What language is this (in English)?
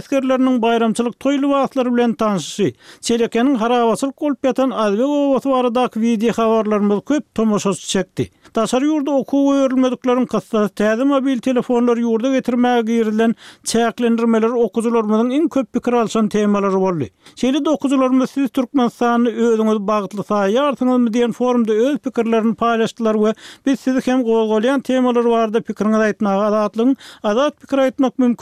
Turkmen